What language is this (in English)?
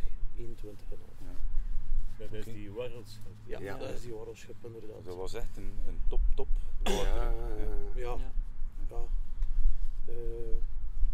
Dutch